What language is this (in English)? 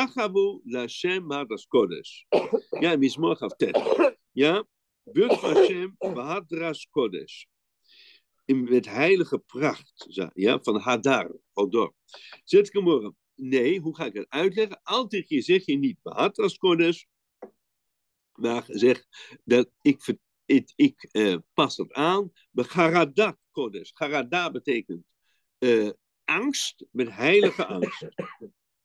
Dutch